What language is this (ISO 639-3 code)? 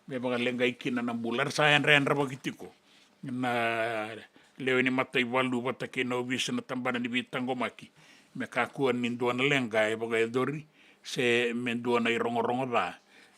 fij